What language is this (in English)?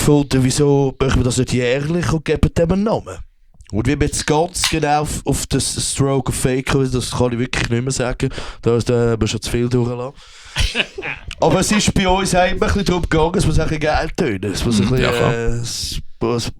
Swiss German